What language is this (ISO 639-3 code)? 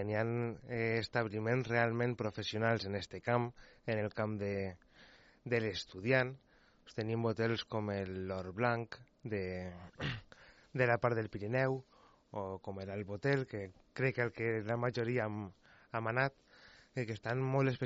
cat